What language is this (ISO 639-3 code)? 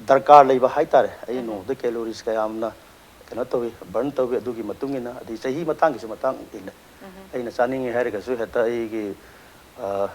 mni